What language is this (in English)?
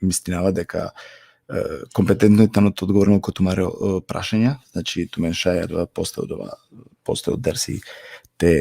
Balkan Romani